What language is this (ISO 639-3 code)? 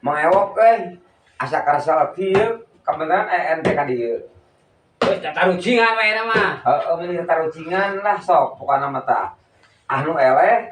sun